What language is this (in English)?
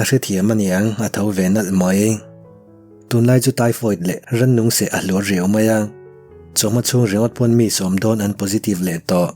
Mizo